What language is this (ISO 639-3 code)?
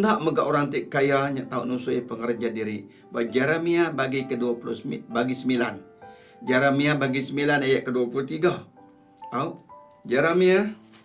iba